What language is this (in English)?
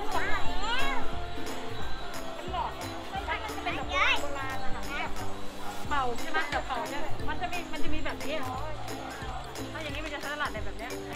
Thai